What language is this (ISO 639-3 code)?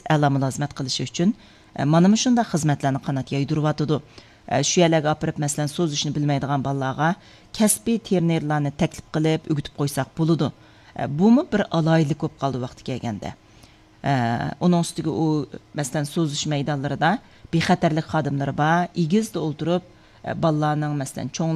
uig